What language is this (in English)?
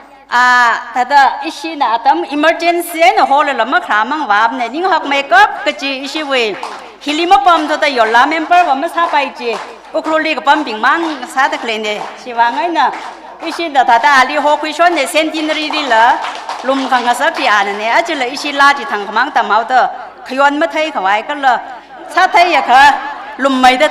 Tangkhul Naga (India)